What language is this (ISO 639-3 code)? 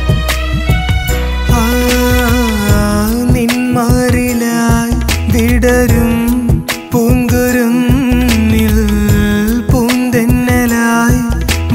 mal